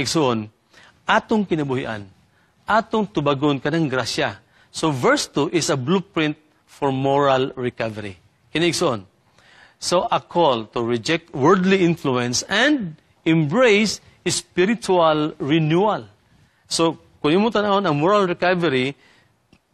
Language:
Cebuano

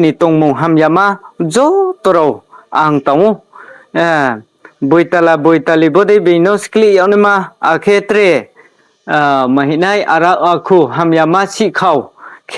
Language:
Riang (India)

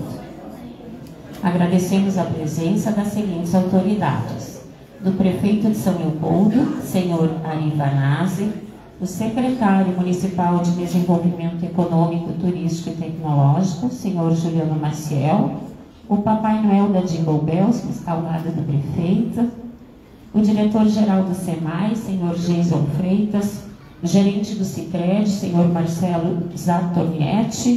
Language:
Portuguese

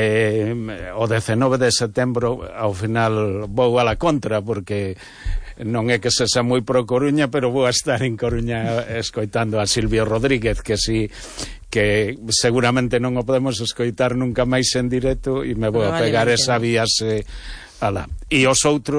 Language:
Galician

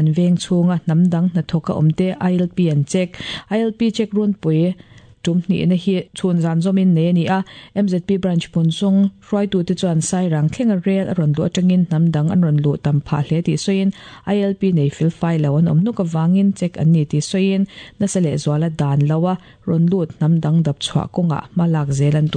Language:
Mizo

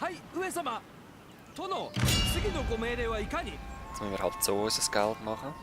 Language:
Swiss German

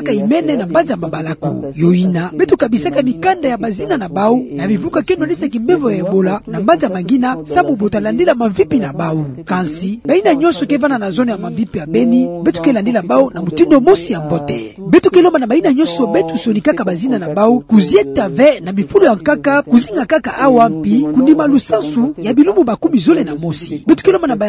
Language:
Kituba (Democratic Republic of Congo)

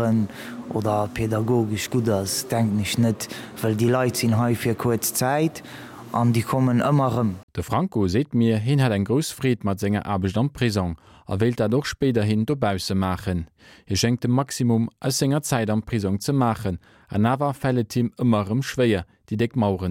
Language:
Luxembourgish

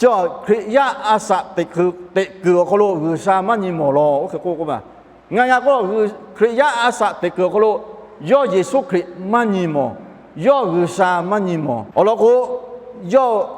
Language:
Lahu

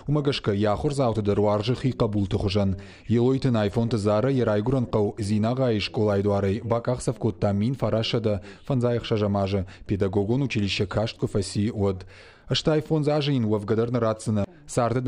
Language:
Ossetic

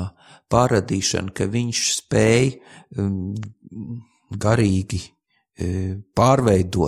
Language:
Latvian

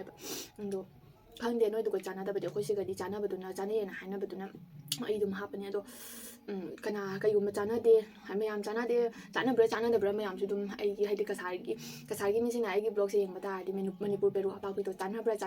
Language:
Manipuri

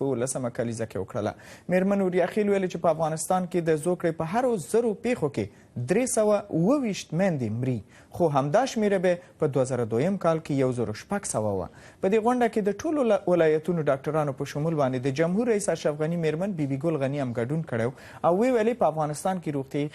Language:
Pashto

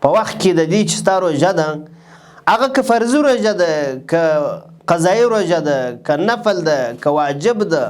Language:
Pashto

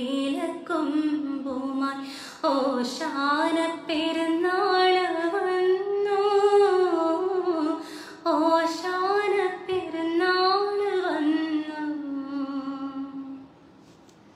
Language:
Malayalam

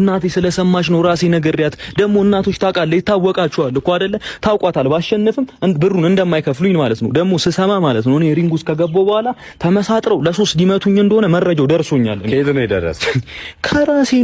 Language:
Amharic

